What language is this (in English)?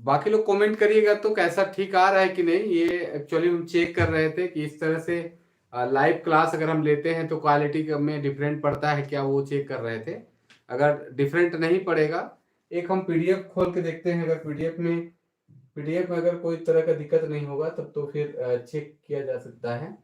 Sadri